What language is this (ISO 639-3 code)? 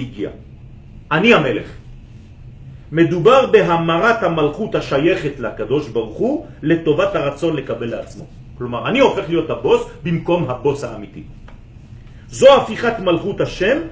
heb